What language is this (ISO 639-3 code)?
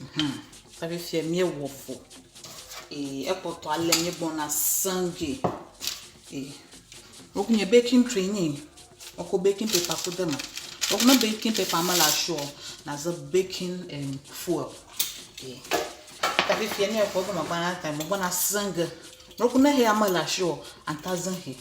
ewe